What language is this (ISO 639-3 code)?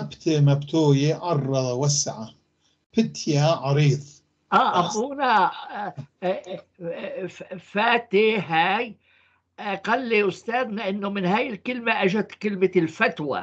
apc